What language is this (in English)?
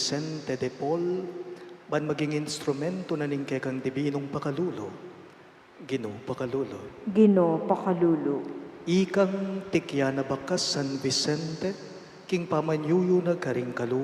Pampanga